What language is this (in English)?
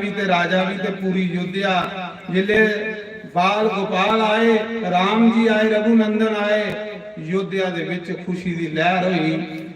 Dogri